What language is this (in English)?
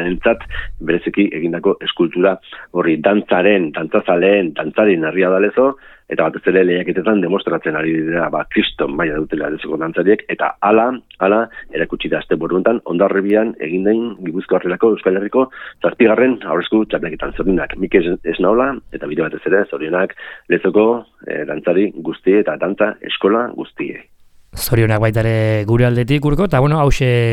Basque